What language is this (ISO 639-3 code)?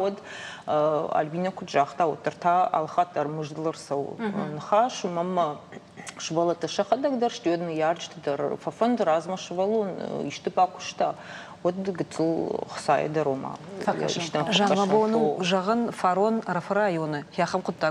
oss